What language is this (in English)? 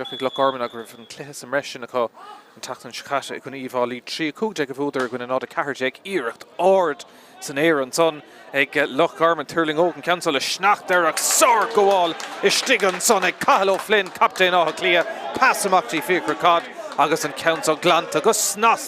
Irish